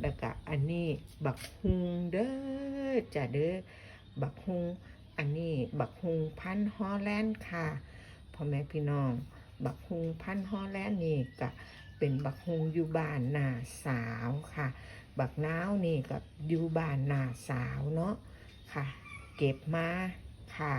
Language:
Northeastern Thai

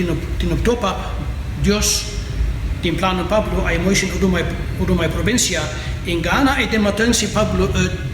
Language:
Kankanaey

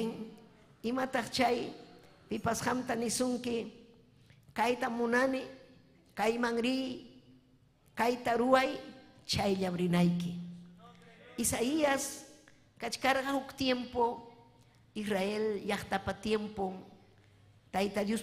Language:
Ayacucho Quechua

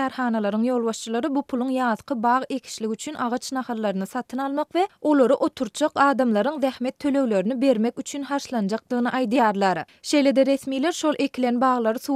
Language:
Turkmen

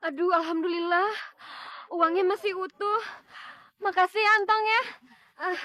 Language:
Betawi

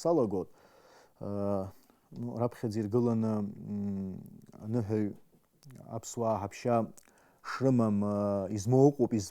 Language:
Abkhazian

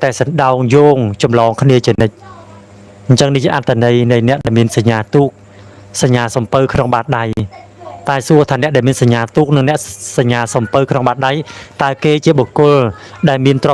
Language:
Khmer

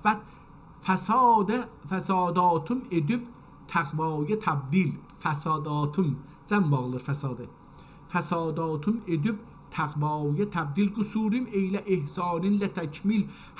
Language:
South Azerbaijani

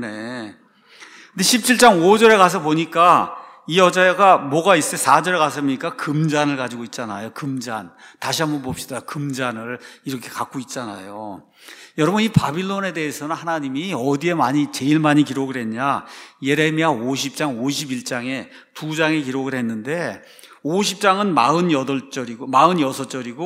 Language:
Korean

